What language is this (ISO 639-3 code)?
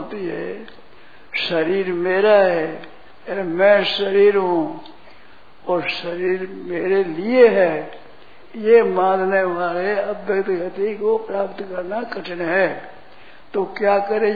hin